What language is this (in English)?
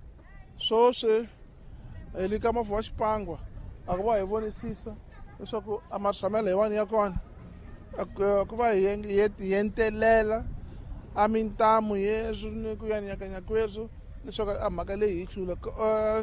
Tsonga